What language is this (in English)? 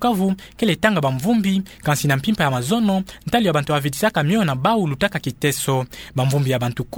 Kituba (Democratic Republic of Congo)